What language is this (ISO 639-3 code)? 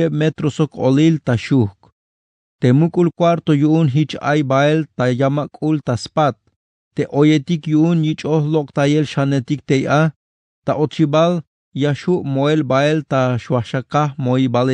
tzh